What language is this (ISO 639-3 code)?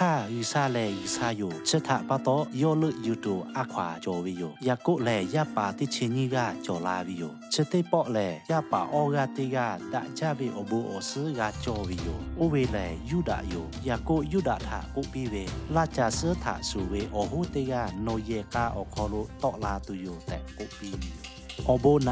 lhu